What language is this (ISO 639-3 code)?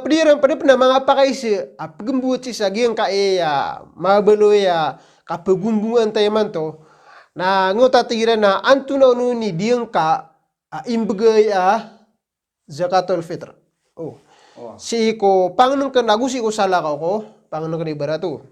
mrw